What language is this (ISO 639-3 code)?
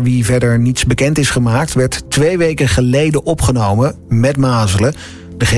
nld